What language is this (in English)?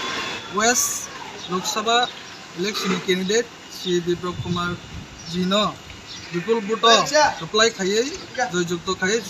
Kok Borok